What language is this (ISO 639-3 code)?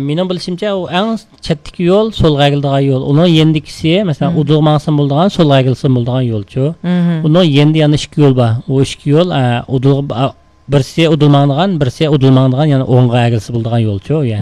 uig